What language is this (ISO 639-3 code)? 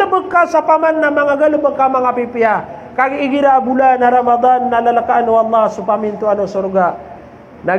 mrw